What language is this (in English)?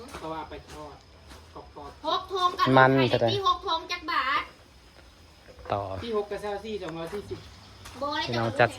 Northeastern Thai